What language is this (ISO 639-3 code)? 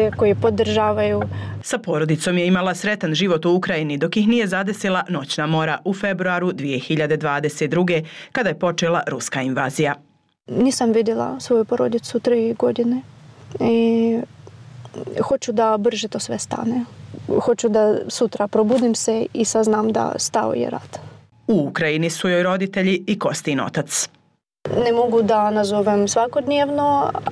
bos